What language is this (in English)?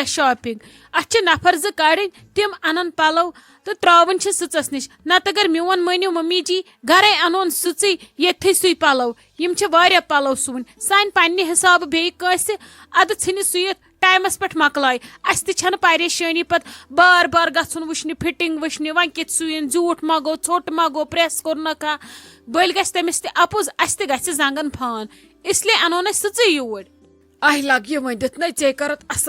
Kashmiri